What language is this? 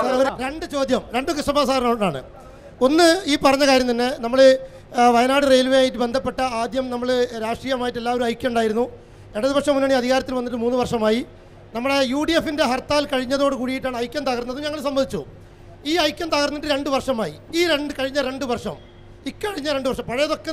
Malayalam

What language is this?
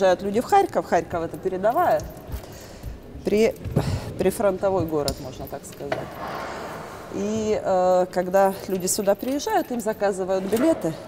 Russian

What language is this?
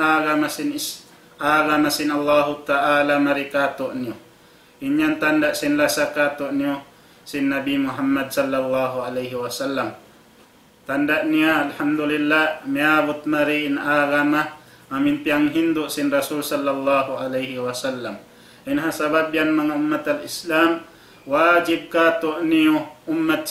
Tausug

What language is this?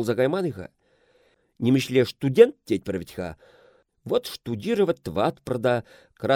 Chuvash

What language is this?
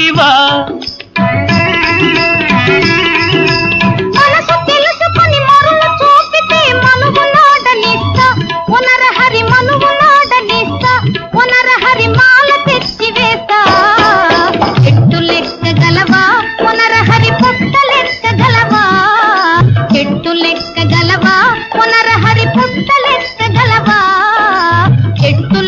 Telugu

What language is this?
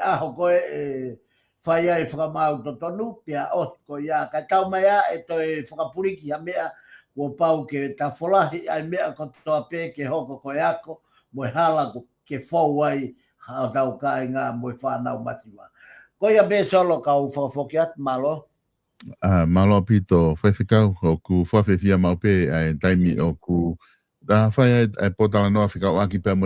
Tongan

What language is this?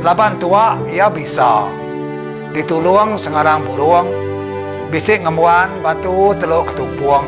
Iban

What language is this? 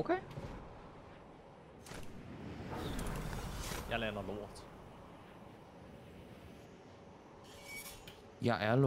Danish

